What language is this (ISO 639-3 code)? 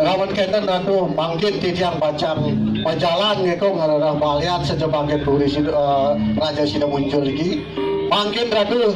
ban